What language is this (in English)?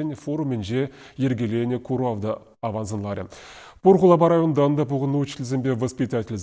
Chuvash